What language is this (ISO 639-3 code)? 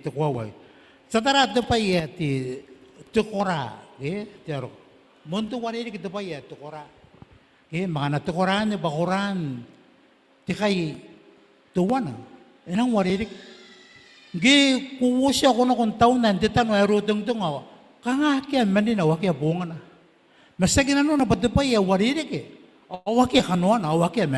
gil